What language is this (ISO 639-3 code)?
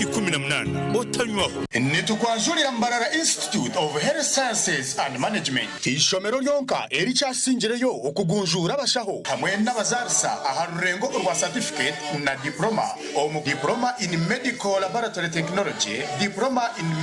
nyn